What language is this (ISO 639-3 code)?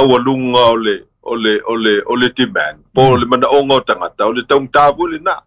smo